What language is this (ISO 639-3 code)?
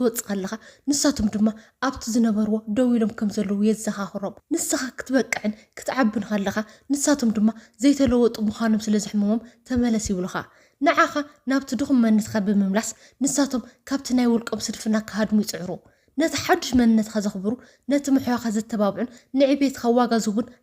tir